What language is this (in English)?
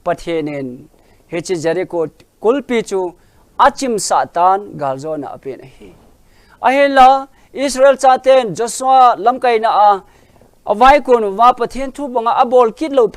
Thado Chin